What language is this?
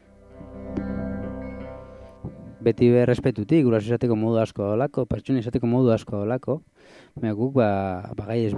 Basque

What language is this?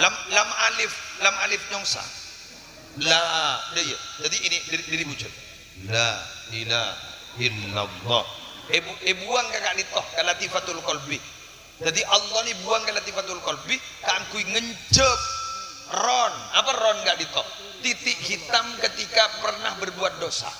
Madurese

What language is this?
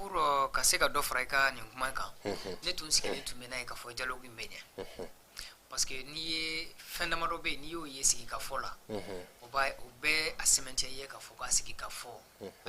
Bambara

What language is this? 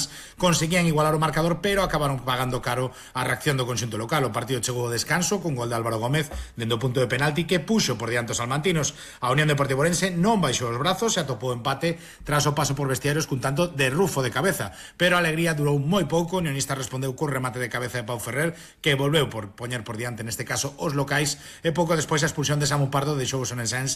Galician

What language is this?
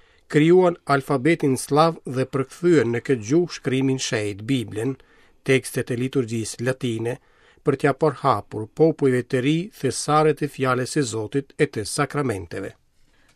Albanian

